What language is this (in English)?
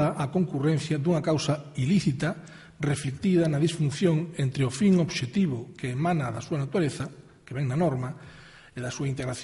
Galician